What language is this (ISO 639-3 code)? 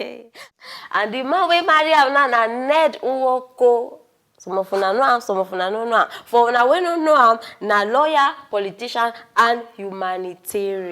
pcm